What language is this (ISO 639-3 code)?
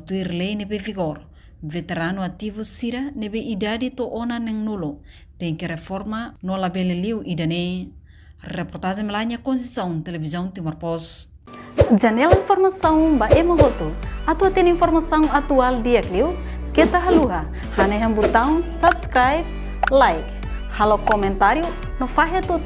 tet